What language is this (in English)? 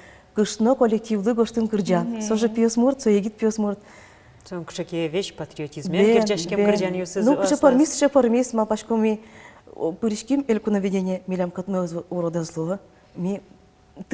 Udmurt